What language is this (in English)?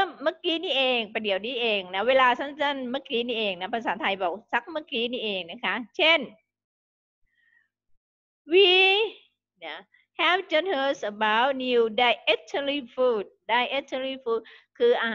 Thai